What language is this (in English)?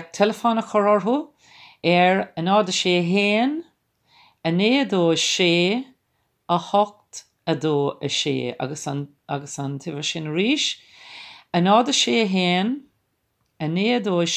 Irish